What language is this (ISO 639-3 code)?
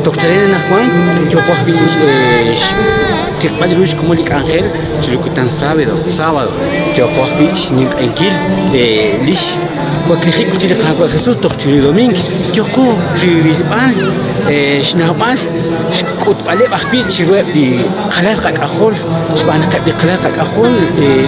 kek